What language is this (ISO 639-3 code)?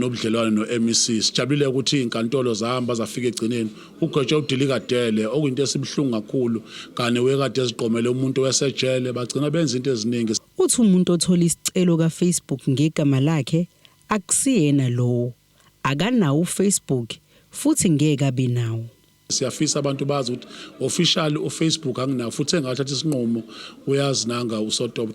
zul